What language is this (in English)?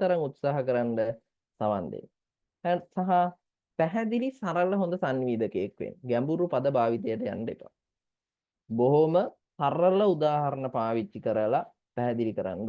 Sinhala